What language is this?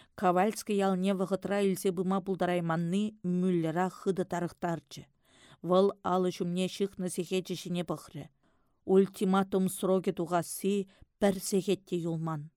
Chuvash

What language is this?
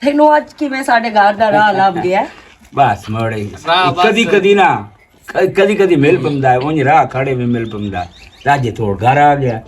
Western Panjabi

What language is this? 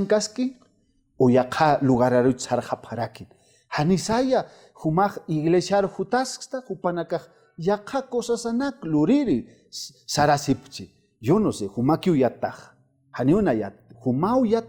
Aymara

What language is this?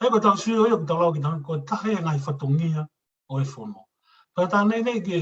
Tongan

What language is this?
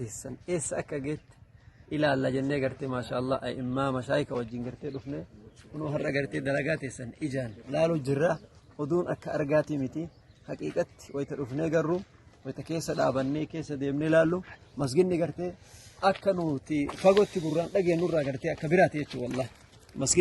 Oromo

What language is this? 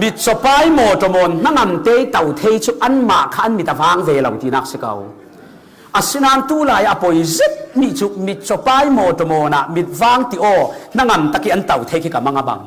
Falam Chin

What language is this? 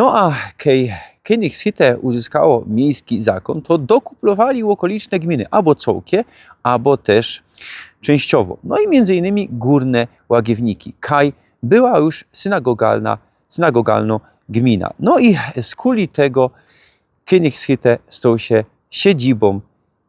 Silesian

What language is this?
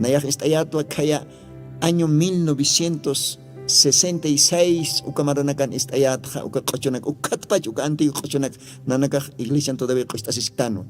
Aymara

